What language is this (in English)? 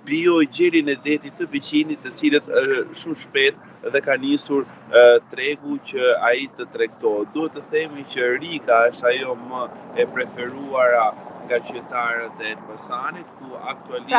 Albanian